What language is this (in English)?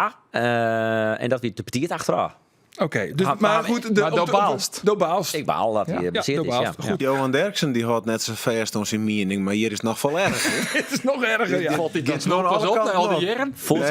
Western Frisian